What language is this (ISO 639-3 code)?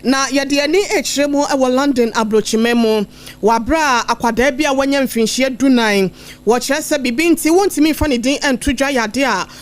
aka